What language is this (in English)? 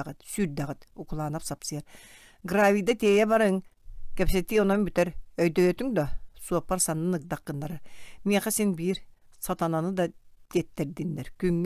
Yakut